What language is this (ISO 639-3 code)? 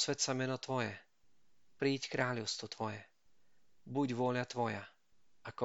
slk